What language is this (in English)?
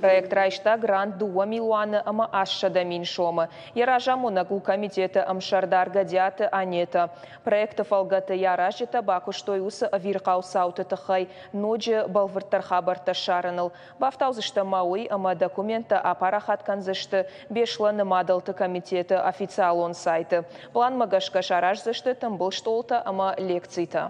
Ossetic